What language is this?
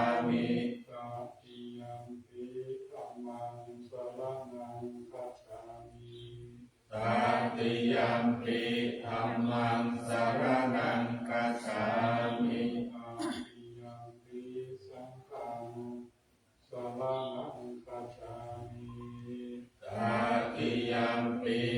Pali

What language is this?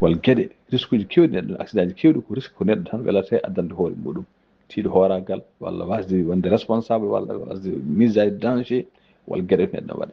Fula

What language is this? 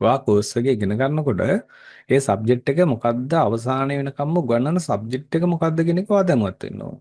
Sinhala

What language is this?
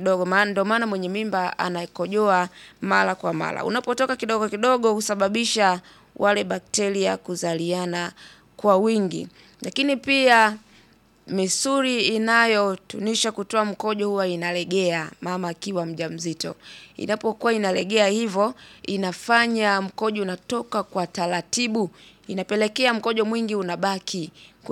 Swahili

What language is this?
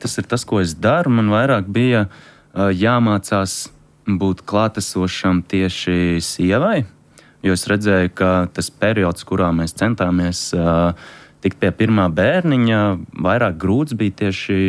Latvian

